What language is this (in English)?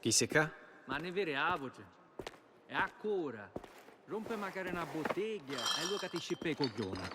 Sicilian